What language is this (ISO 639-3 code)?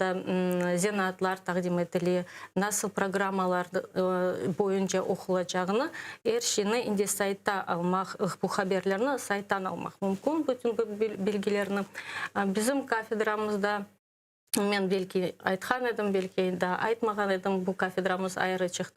crh